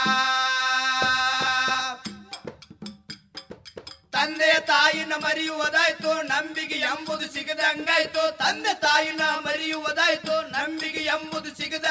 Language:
Kannada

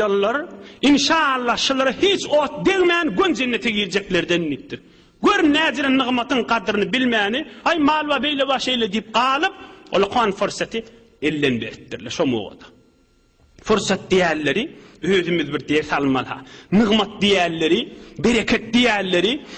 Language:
Turkmen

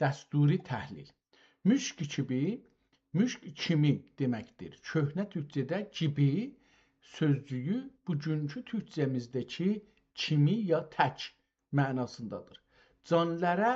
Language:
South Azerbaijani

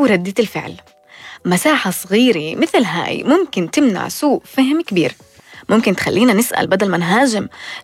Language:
North Levantine Arabic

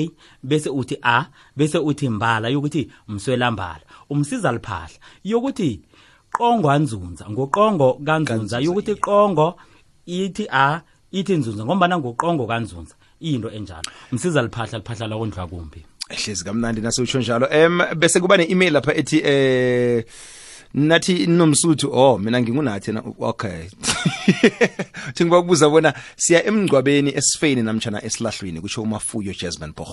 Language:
South Ndebele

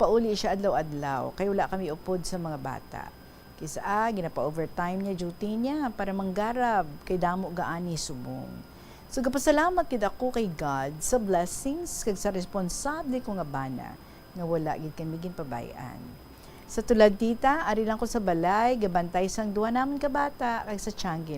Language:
Hiligaynon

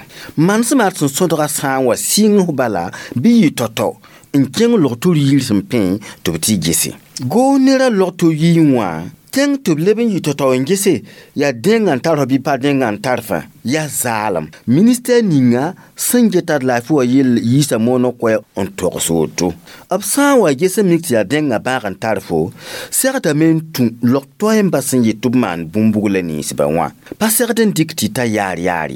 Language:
Mossi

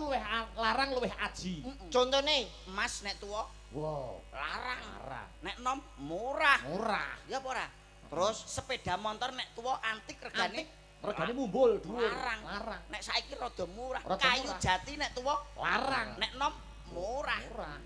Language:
Javanese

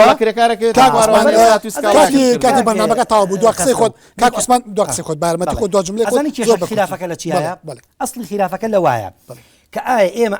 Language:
Central Kurdish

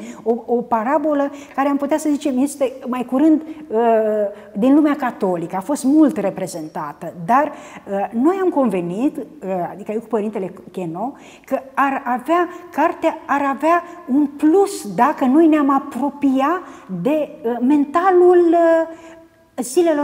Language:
Romanian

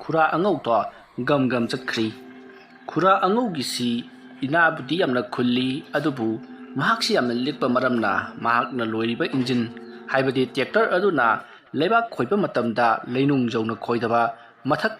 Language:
Manipuri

